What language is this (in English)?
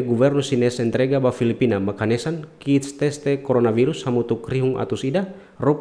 Tetum